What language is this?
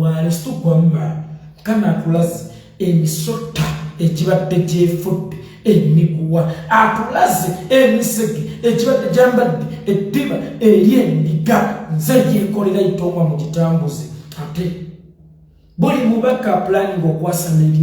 Ganda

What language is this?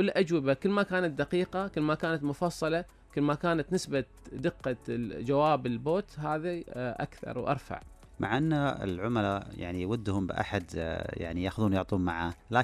Najdi Arabic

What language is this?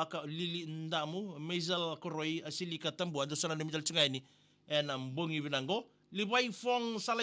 Fijian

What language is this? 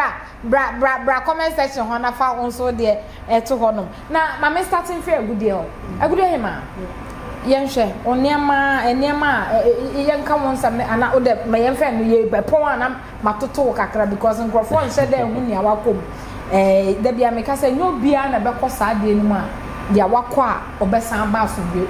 Akan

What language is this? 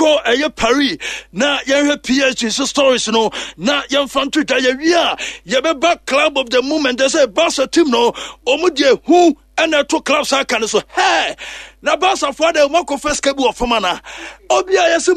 Akan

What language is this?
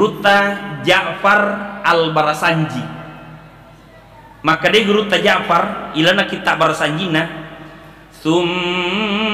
Buginese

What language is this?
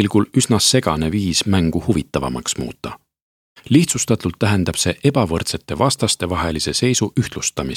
Estonian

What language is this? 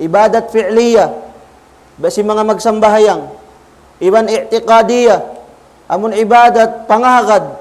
Tausug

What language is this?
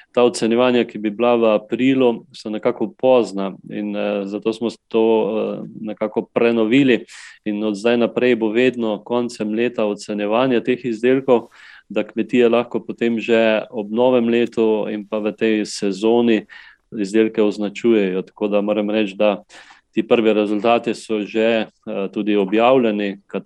Slovenian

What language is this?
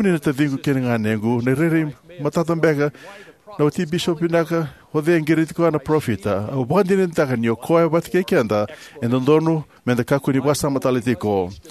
Fijian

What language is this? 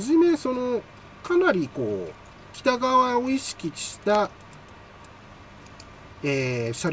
Japanese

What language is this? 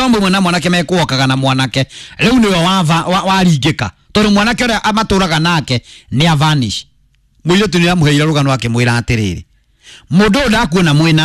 Kikuyu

